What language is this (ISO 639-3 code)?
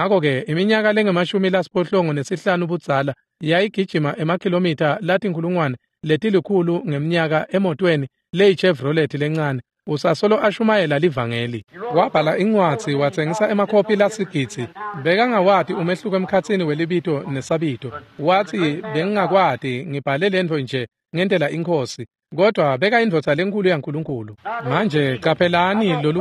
ssw